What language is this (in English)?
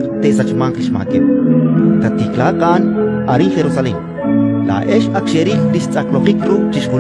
Kekchí